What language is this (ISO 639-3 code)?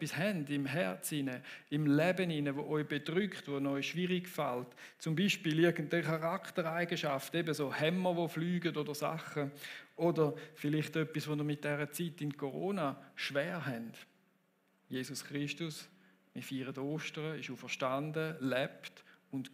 gsw